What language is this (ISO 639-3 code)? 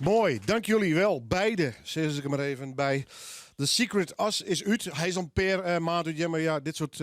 fry